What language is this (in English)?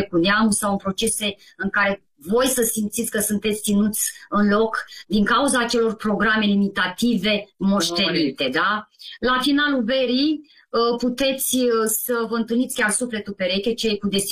Romanian